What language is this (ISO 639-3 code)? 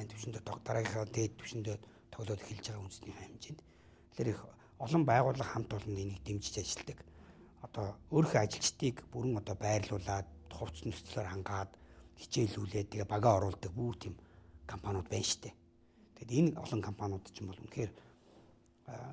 mon